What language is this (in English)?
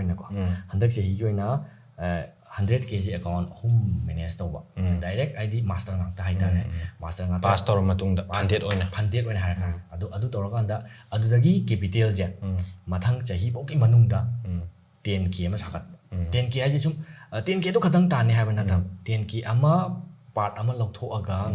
Manipuri